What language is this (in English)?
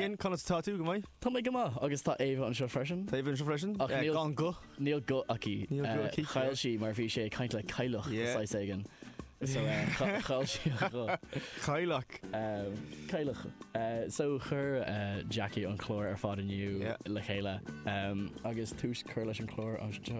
Irish